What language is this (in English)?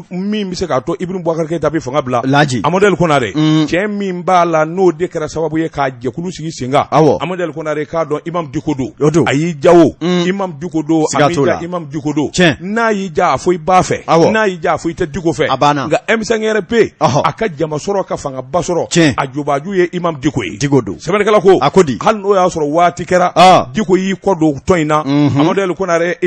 Bambara